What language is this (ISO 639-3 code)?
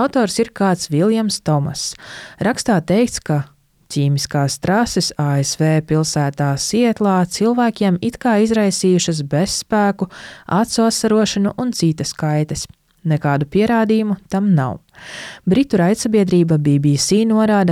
lav